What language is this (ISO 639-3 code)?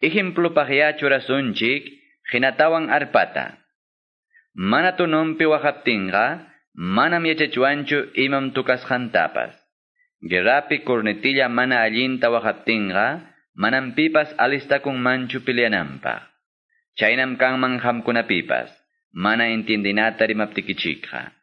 que